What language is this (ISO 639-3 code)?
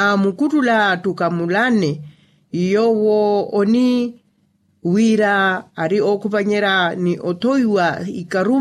vmw